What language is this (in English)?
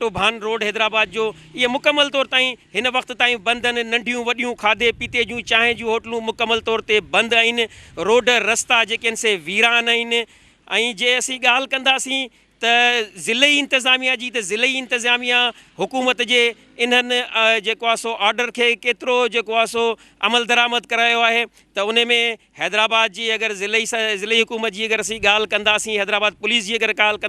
Sindhi